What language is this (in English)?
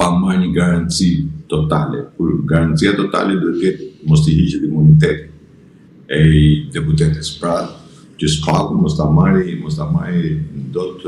Albanian